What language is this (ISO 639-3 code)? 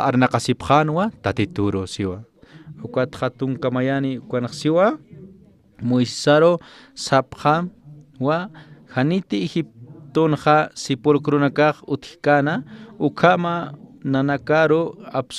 aym